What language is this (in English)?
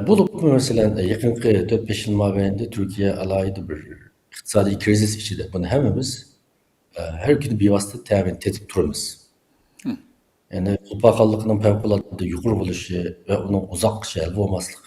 Uyghur